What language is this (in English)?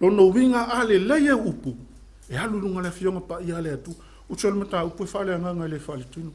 Samoan